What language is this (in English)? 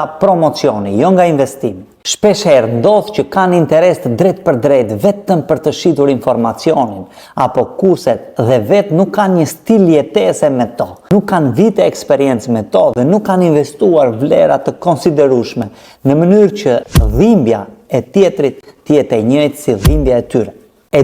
Albanian